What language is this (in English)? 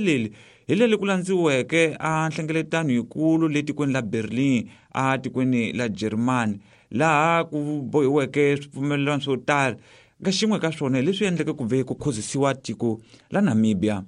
Tsonga